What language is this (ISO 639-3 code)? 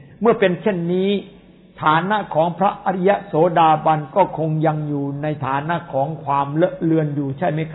tha